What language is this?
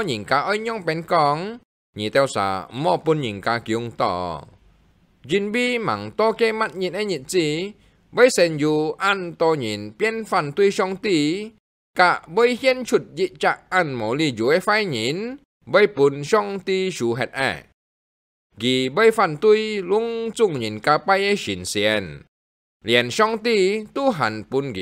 Hakka Chinese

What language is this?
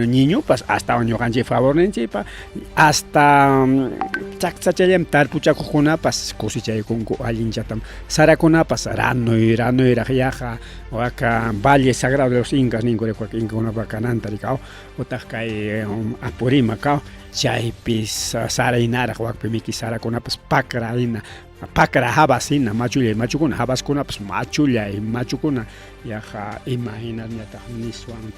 Ayacucho Quechua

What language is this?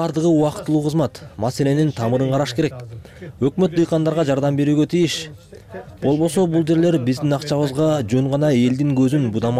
Kyrgyz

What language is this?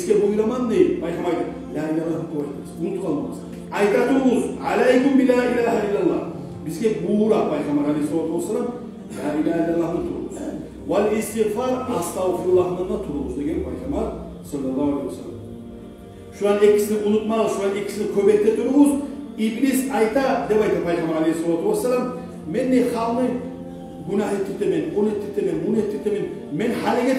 Kumyk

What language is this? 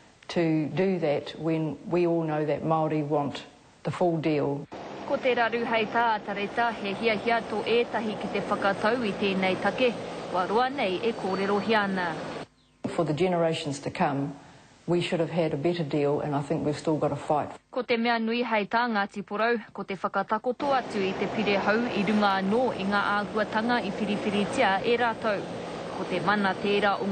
Māori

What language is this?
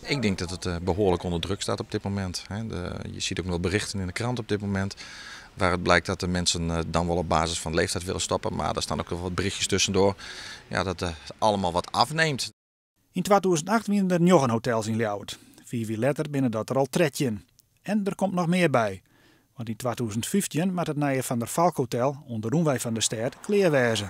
Western Frisian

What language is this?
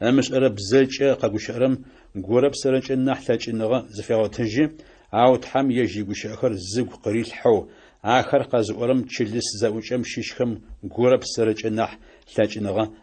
Adyghe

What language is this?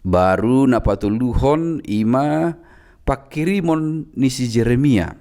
Batak Toba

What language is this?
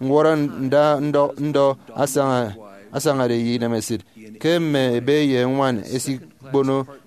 Efik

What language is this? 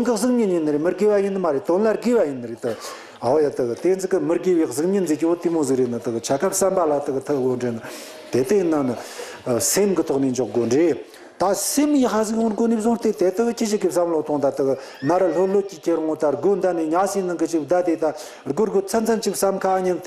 Tibetan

